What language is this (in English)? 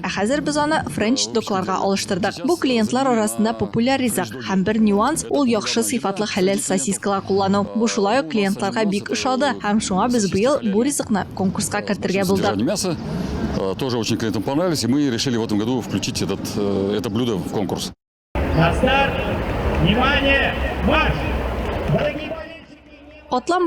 Tatar